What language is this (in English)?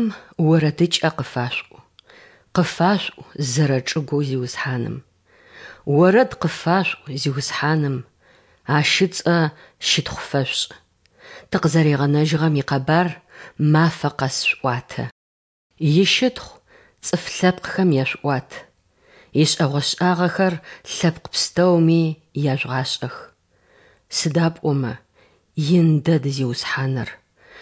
Adyghe